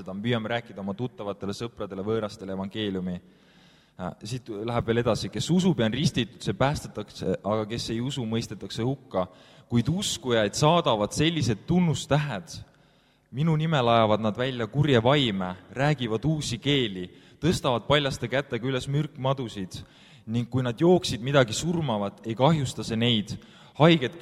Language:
Estonian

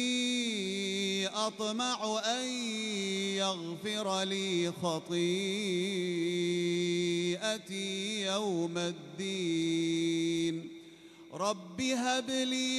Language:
Arabic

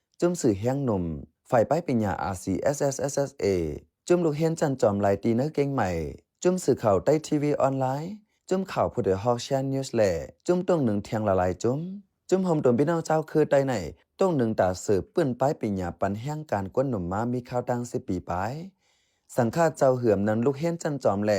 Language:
Shan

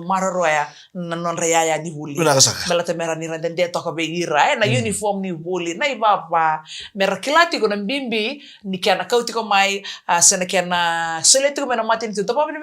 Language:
Fijian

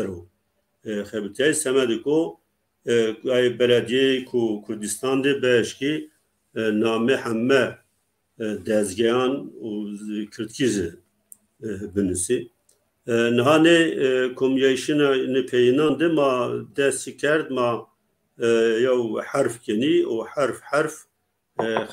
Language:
Zaza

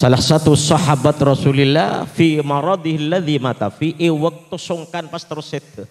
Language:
Madurese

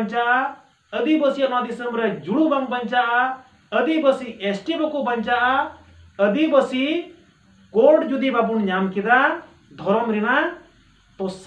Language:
Santali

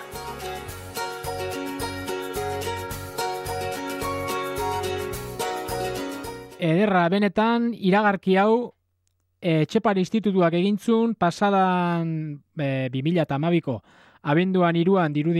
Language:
Basque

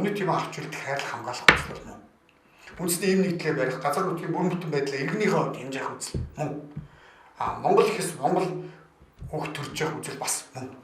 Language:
Mongolian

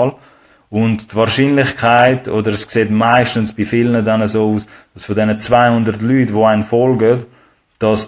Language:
Swiss German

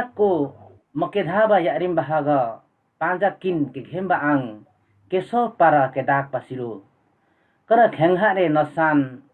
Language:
Limbu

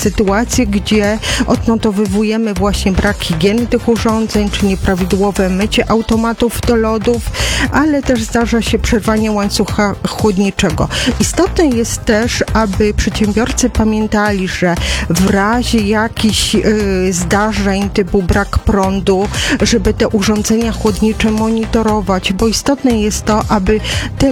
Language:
Polish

